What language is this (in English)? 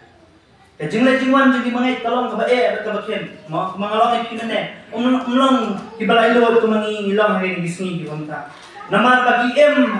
Khasi